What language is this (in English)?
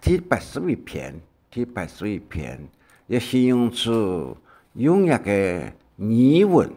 Hakka Chinese